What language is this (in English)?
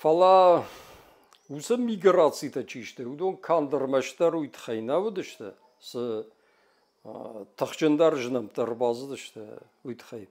Ossetic